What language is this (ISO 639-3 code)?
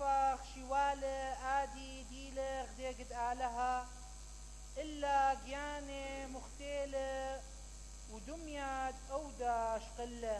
acm